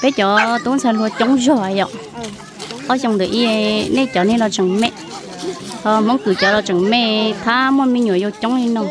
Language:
Hmong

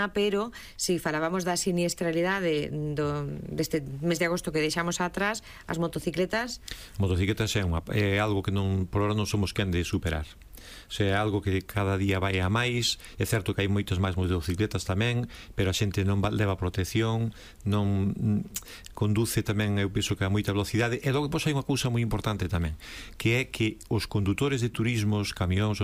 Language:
Galician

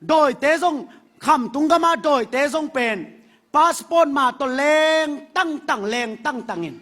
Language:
Tedim Chin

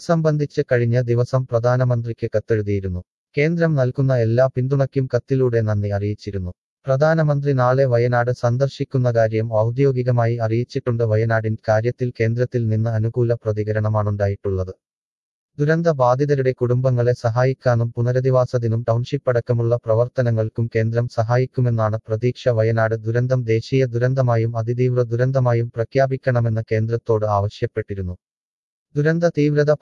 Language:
Malayalam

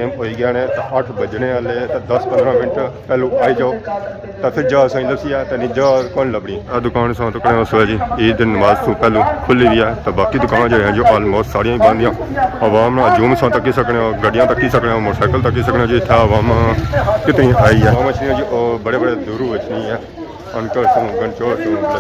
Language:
Pahari-Potwari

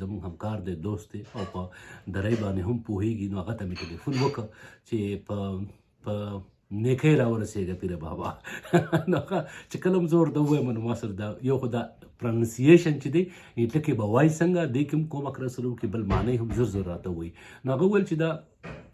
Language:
Pashto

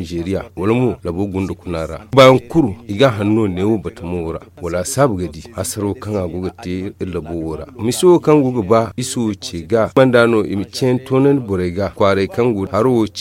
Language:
Zarma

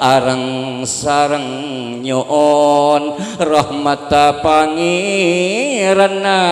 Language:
Madurese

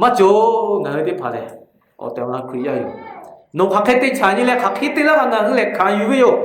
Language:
Lahu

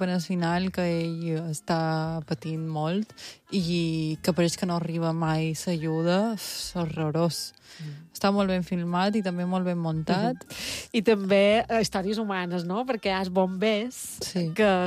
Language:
Catalan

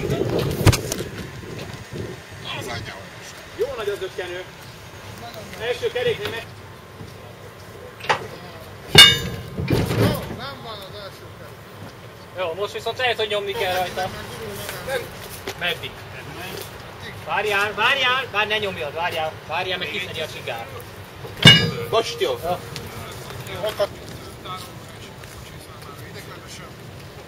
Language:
Hungarian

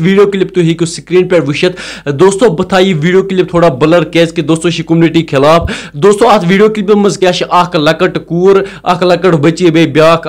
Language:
Kashmiri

